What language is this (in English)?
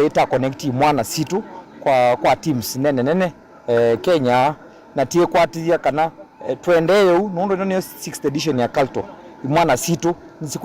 Kamba